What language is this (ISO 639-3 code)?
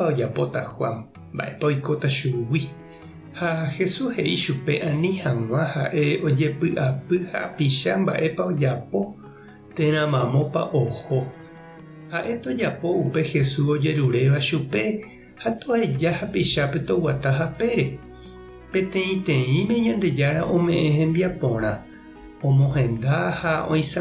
grn